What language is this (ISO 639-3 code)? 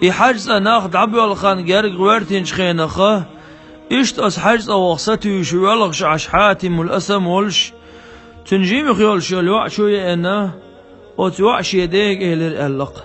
che